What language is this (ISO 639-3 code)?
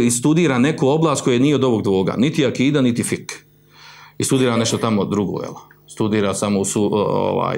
bos